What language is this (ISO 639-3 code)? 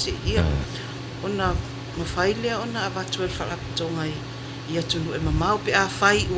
smo